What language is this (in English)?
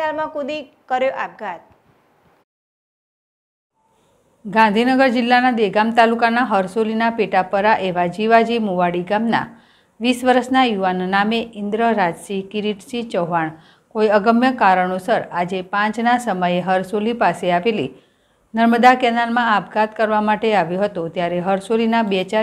Gujarati